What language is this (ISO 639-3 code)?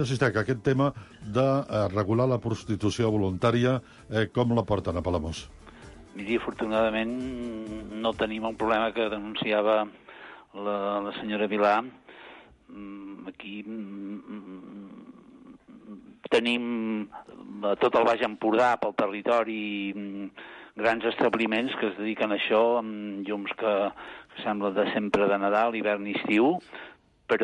cat